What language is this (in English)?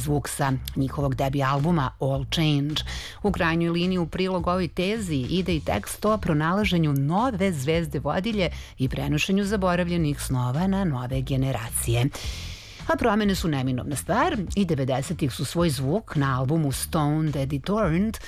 Serbian